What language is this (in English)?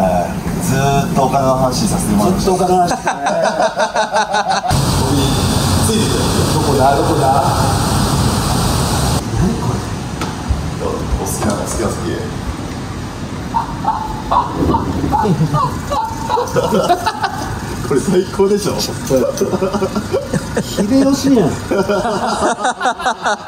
Japanese